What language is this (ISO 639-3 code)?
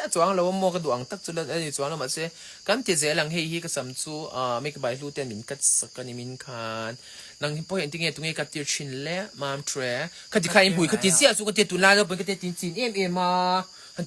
lus